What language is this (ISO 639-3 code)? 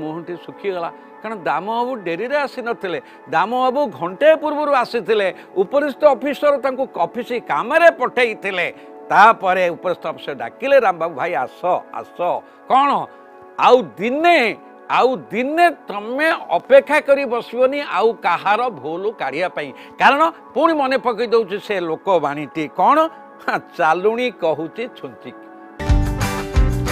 ori